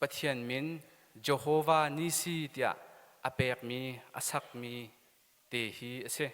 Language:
Hakha Chin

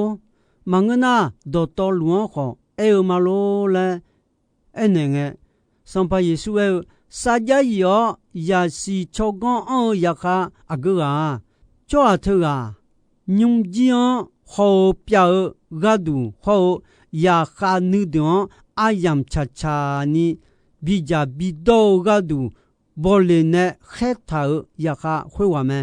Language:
Akha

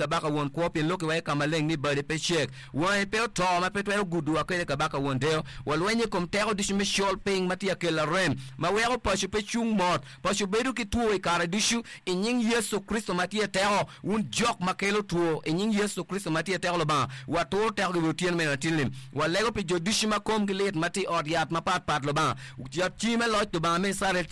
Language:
Acoli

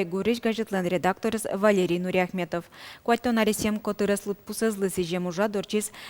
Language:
Udmurt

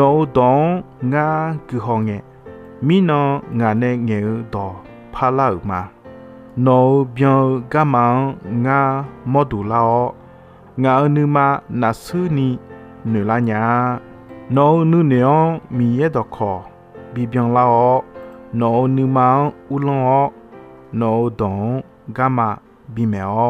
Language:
Akha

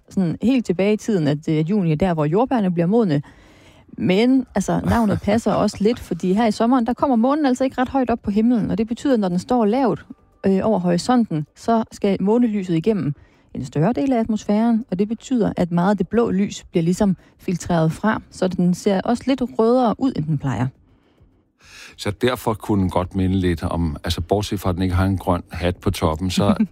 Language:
Danish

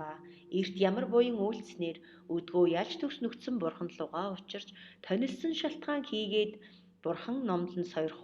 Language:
Mongolian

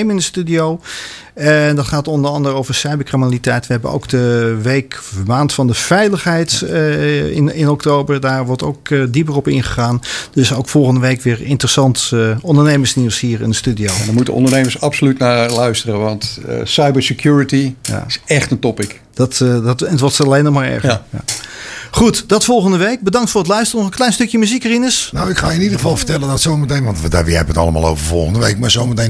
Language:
Dutch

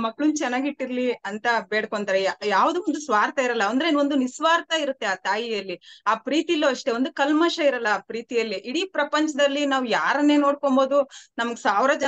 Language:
Kannada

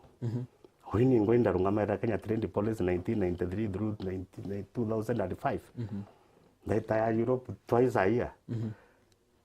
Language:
Meru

